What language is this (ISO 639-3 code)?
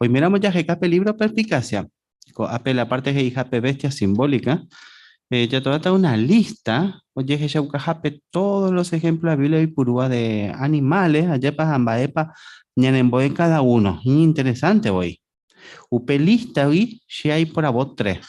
grn